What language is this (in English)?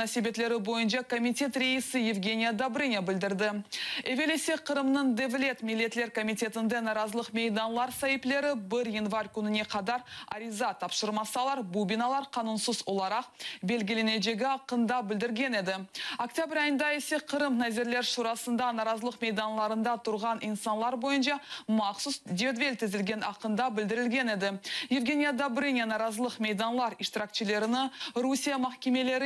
Crimean Tatar